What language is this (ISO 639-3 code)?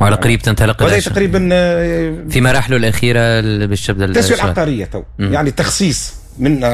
aeb